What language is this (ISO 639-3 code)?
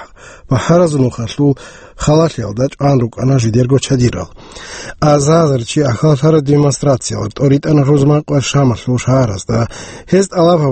ava